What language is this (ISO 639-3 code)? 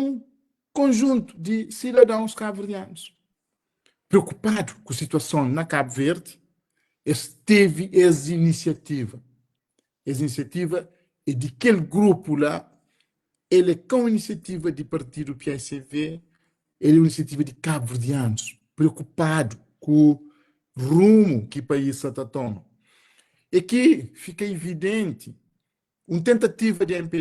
kea